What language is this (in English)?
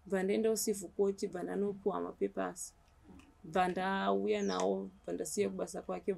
Shona